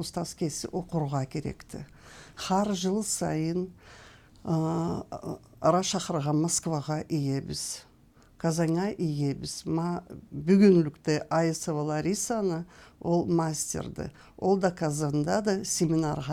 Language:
Karachay-Balkar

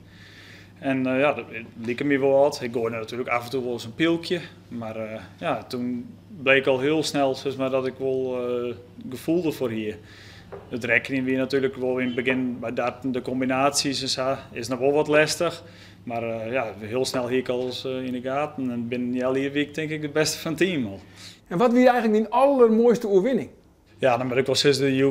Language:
Western Frisian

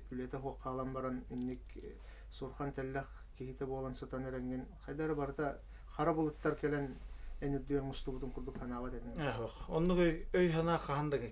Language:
Yakut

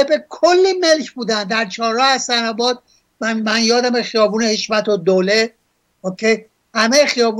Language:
Persian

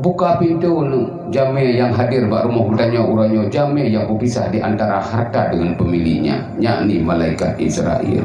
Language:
Achinese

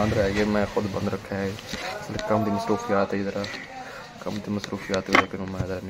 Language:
Saraiki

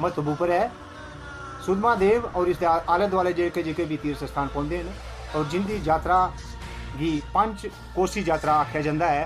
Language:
Dogri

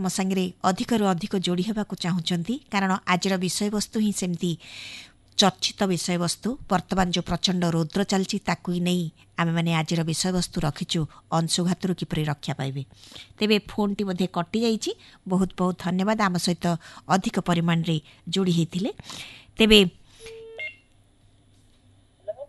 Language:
Odia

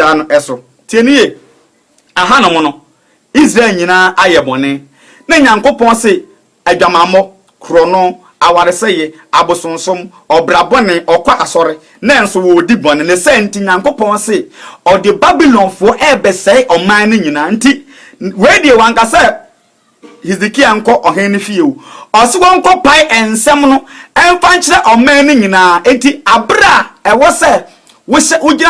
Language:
Akan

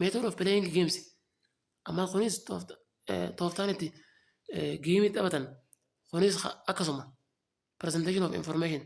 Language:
Oromo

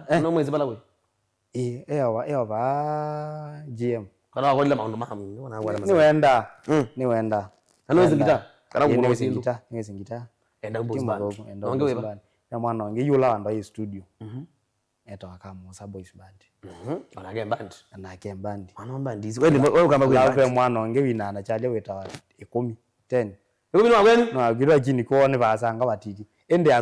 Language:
Kamba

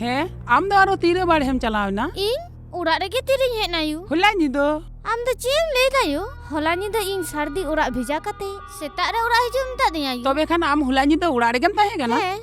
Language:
Santali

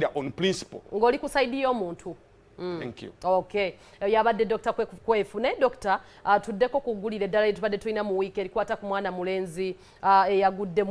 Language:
Ganda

